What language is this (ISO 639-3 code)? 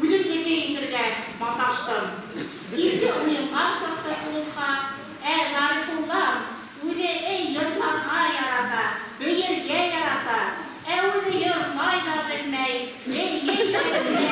bak